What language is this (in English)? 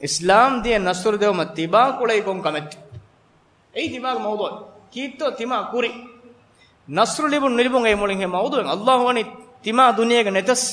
Divehi